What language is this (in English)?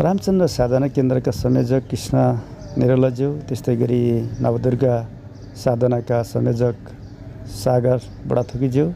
Nepali